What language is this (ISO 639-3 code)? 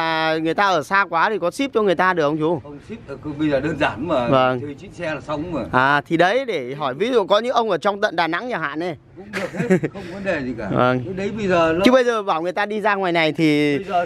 vie